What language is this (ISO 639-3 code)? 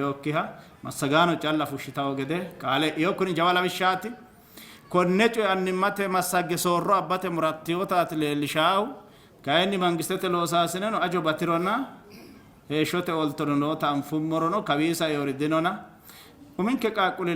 sid